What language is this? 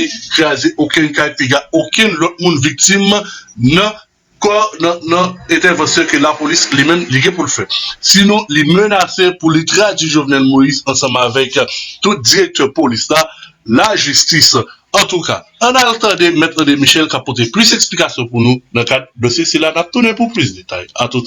Haitian Creole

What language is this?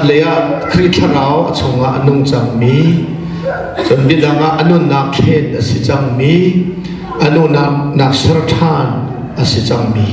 Hakha Chin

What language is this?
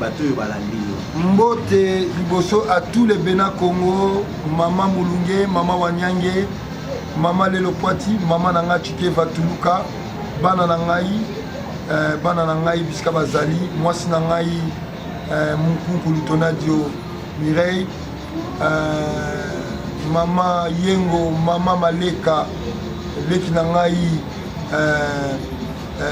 Lingala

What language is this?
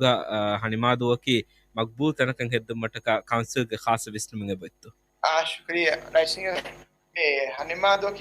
Divehi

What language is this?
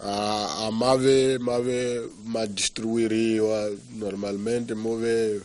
Tsonga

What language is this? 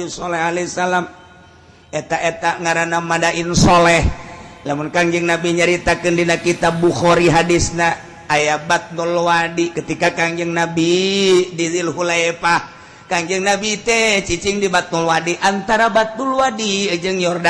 Sundanese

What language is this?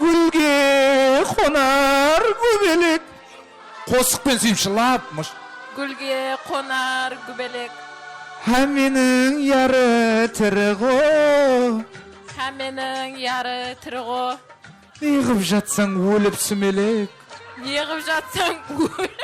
Kara-Kalpak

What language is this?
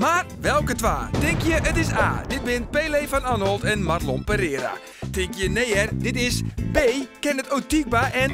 Western Frisian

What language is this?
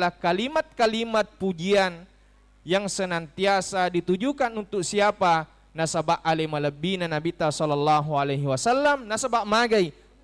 Buginese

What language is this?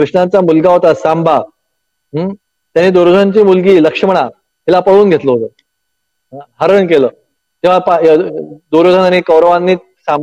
Marathi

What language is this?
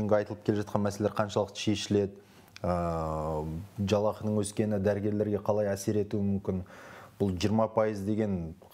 Kazakh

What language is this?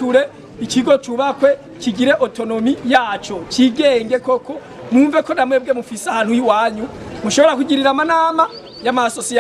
Rundi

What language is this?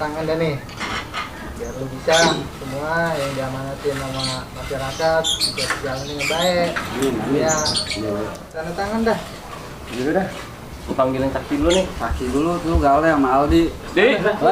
Betawi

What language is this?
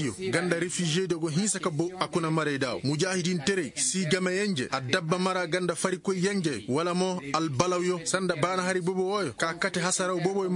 Koyraboro Senni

